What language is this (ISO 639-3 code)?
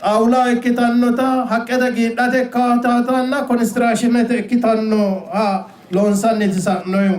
sid